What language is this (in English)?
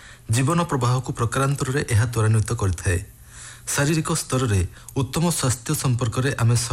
Odia